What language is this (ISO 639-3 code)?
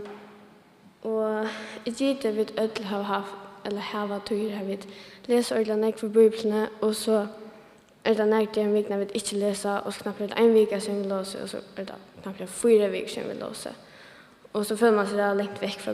fao